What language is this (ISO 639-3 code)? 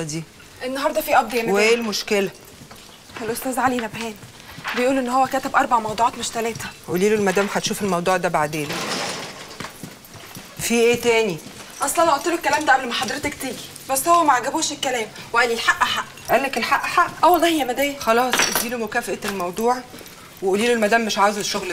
arz